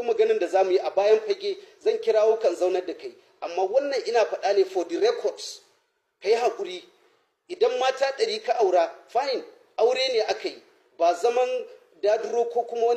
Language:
Hausa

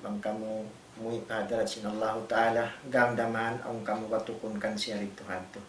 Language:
Tausug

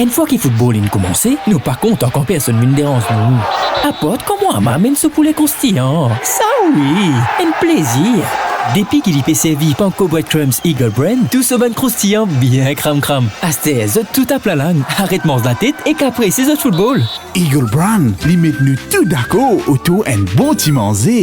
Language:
Morisyen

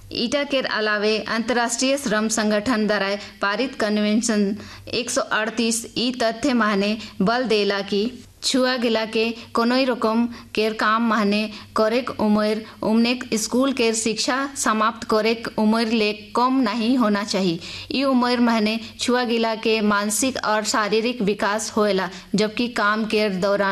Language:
Sadri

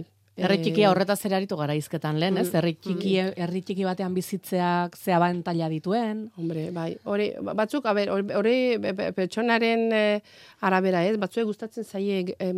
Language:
Basque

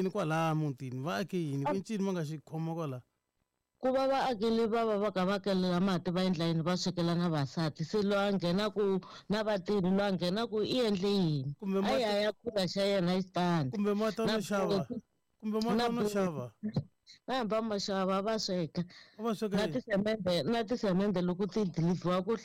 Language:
Tsonga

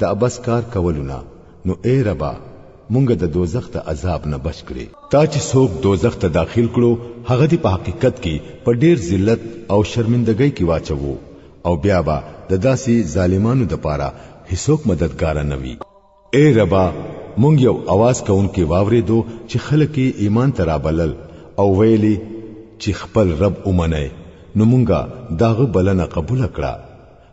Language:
Pashto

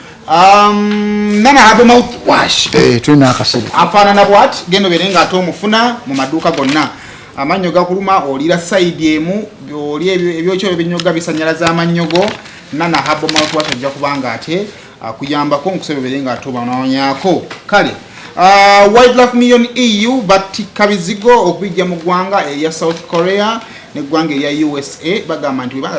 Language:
Ganda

